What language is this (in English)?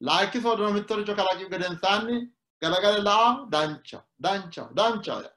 Sidamo